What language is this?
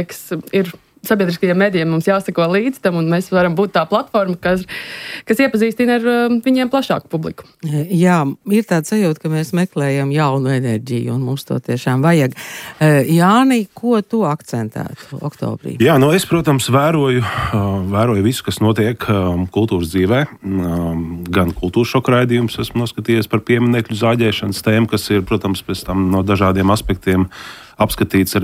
Latvian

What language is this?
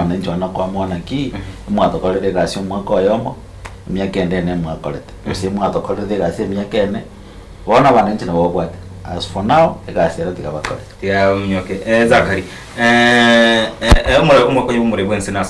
Gusii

